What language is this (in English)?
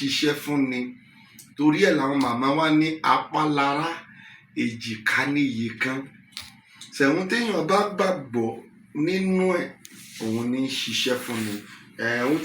Yoruba